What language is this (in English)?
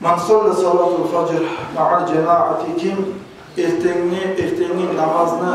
Kumyk